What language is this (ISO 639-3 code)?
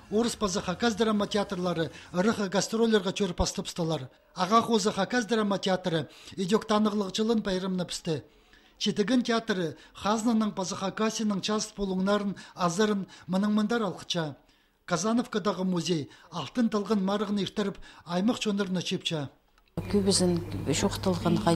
kjh